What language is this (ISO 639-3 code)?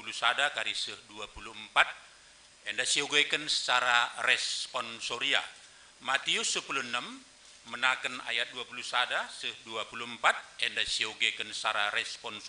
btx